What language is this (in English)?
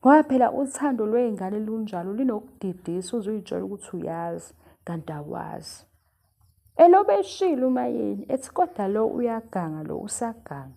Zulu